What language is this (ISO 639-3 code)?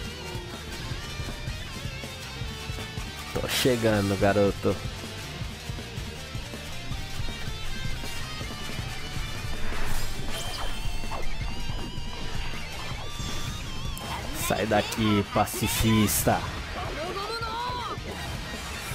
por